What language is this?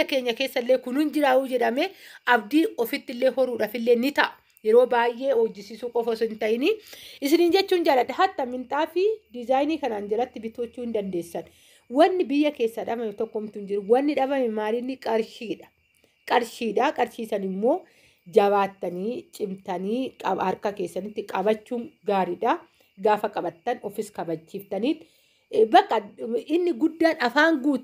Oromo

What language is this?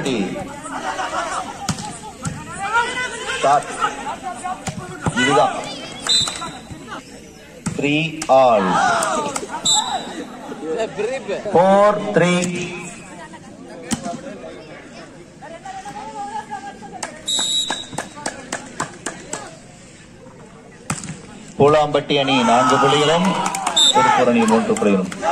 Tamil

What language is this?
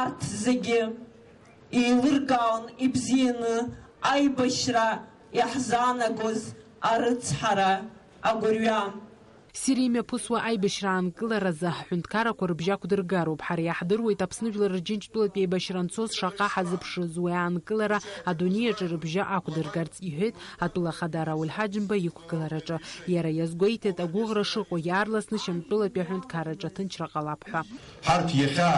Abkhazian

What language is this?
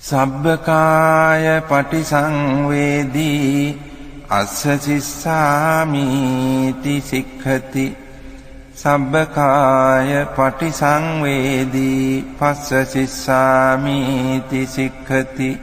Pali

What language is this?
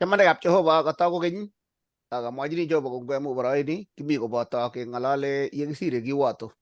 Kalenjin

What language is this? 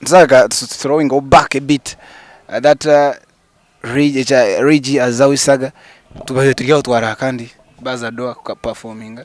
Nyankole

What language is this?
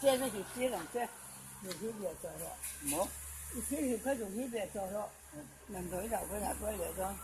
Mizo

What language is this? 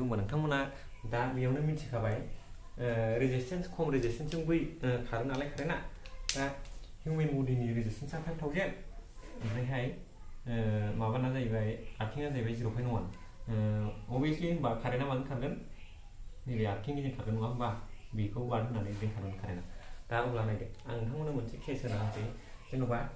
Bodo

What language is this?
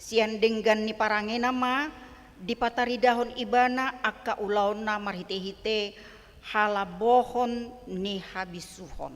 Batak Toba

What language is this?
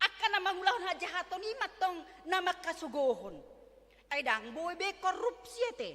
Batak Toba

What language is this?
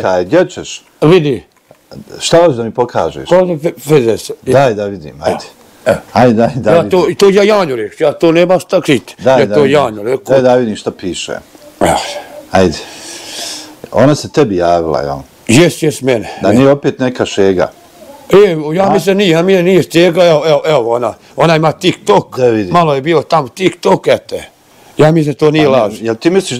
Bosnian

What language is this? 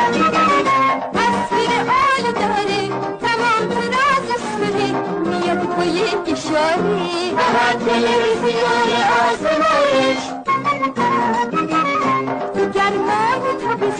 Persian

